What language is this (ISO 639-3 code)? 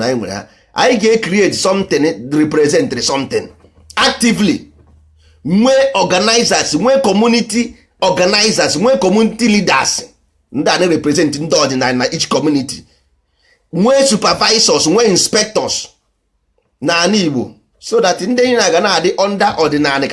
ibo